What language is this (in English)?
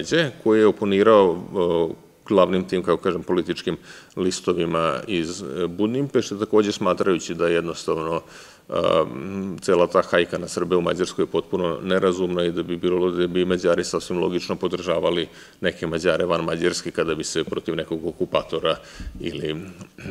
Serbian